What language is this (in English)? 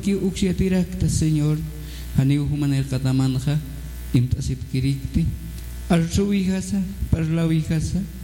Aymara